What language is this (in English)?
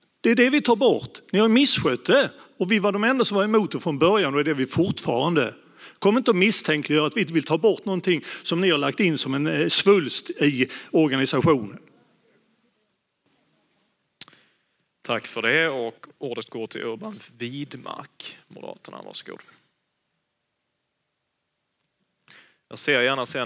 Swedish